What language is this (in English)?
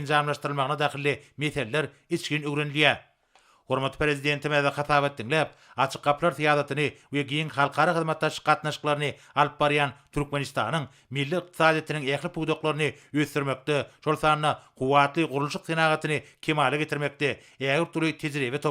Turkmen